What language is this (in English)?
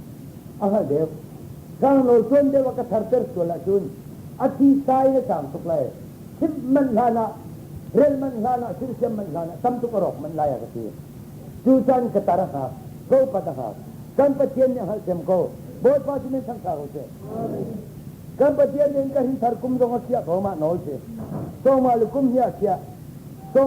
Hakha Chin